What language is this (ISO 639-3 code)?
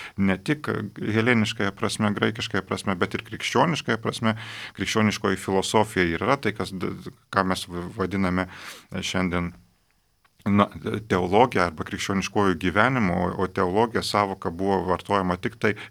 lit